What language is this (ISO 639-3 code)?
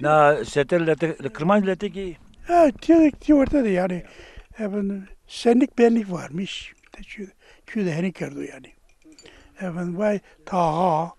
zza